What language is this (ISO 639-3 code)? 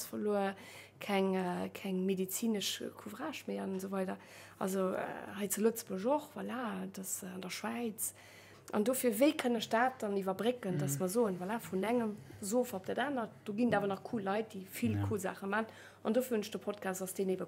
ltz